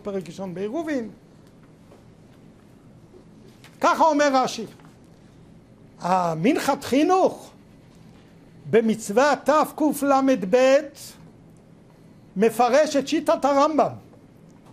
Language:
Hebrew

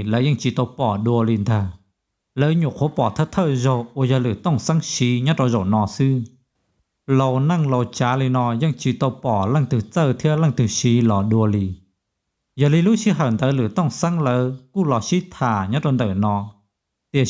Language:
Hmong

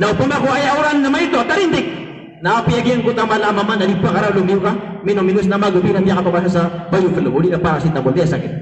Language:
Maranao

